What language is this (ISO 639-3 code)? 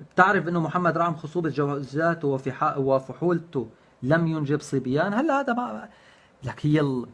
apc